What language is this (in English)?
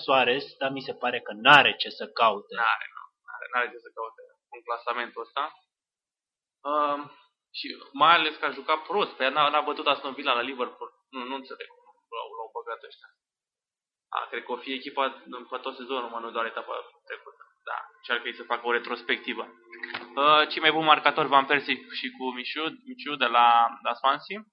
Romanian